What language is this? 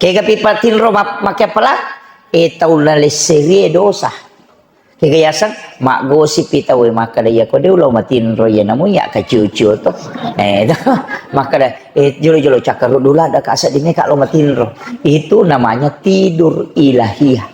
Buginese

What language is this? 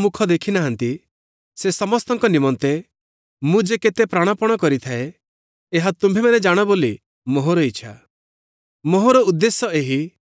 Odia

